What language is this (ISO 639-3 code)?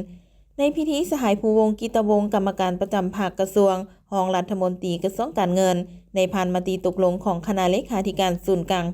lao